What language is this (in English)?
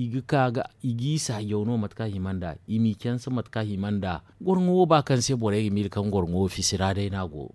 Zarma